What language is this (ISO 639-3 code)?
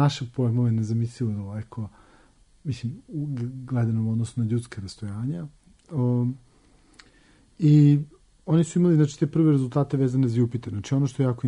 srp